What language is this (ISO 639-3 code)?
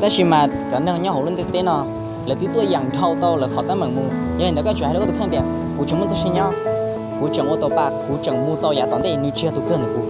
hmn